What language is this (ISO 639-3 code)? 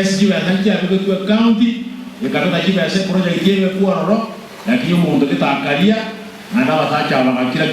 guz